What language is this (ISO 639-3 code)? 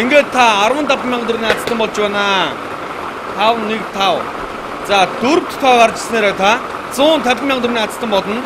mon